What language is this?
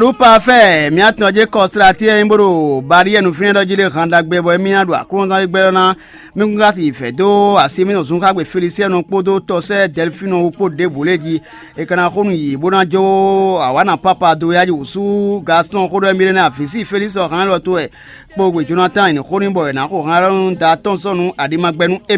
Fon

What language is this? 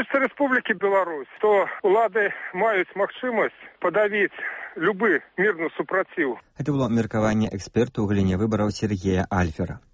Belarusian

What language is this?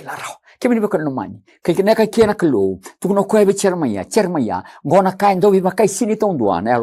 Fijian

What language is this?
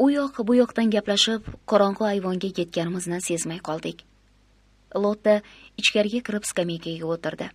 Uzbek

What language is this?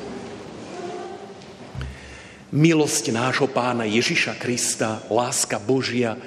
Slovak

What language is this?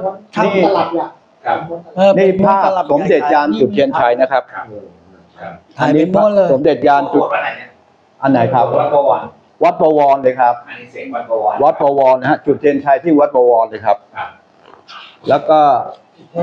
Thai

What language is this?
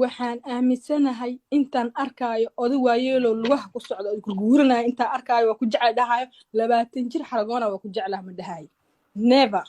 Somali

